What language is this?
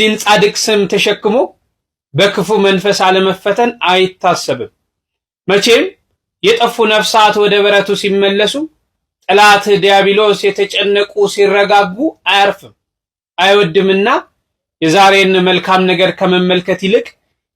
Amharic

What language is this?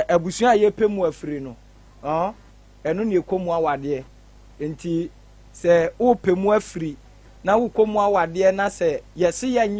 Akan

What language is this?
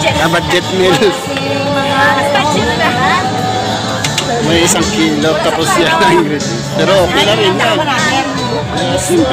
Filipino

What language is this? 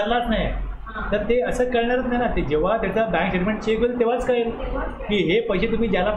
Marathi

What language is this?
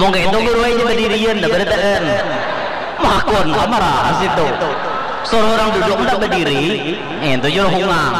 Banjar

